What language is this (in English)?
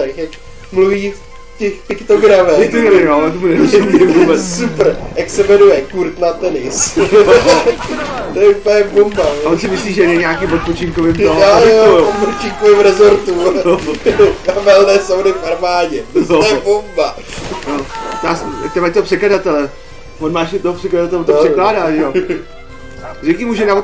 Czech